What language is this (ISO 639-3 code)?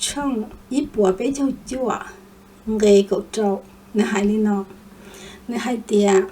hmn